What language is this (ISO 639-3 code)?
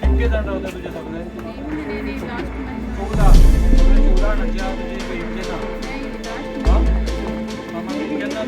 kok